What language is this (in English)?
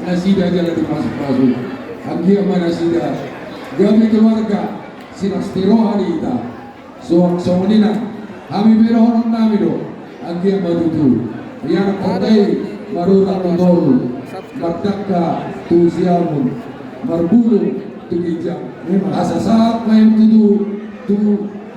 Batak Toba